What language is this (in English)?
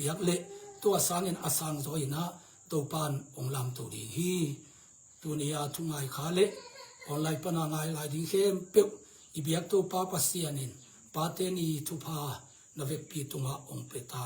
Tedim Chin